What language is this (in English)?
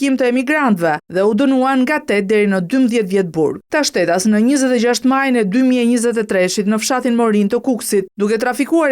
Albanian